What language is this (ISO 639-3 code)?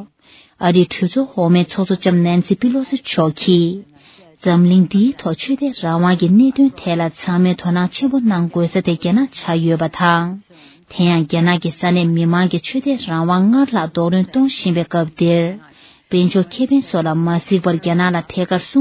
bod